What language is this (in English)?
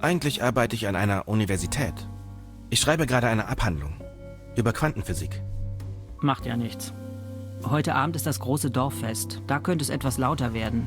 Bavarian